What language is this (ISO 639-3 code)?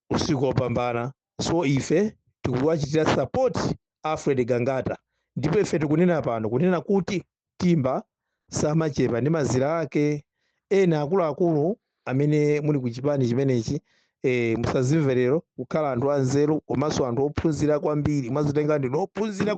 nya